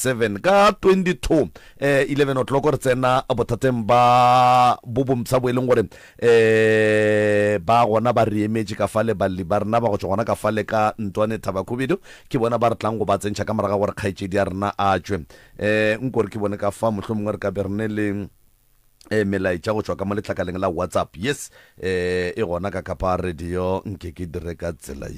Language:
Northern Sotho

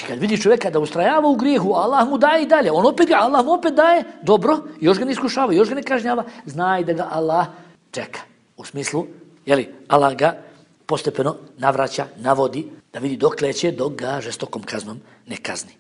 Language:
Bosnian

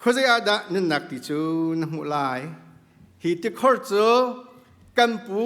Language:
Hakha Chin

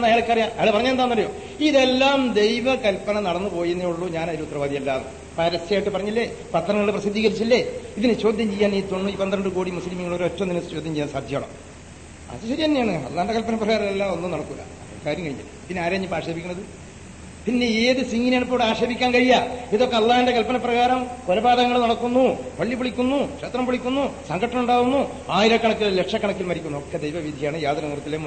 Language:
Malayalam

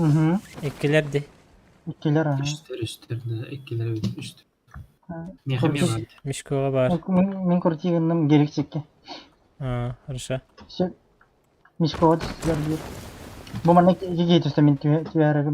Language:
Yakut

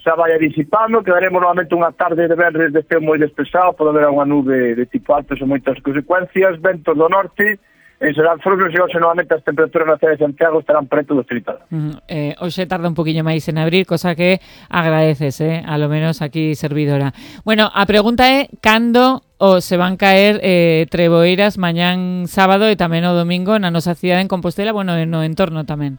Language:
Galician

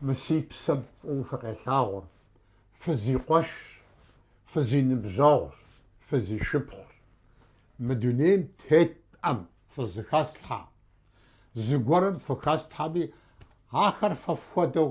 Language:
Kabardian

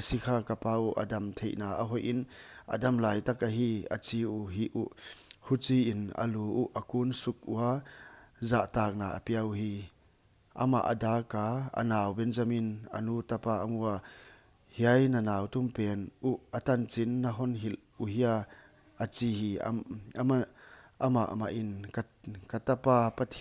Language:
Paite Chin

